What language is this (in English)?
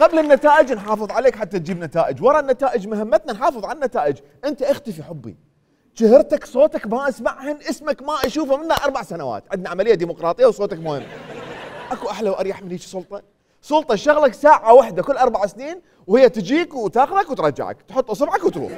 Mesopotamian Arabic